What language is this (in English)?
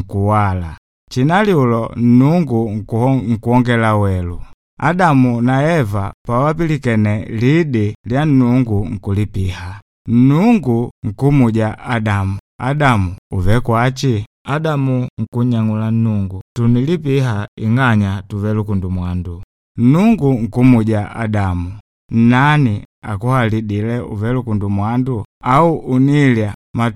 Makonde